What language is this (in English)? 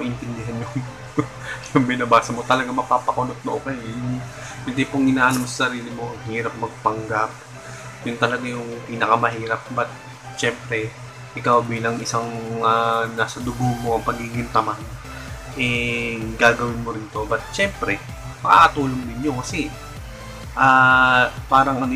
Filipino